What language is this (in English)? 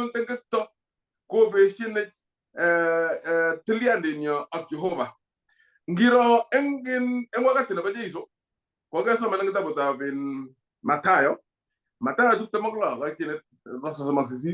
Kalenjin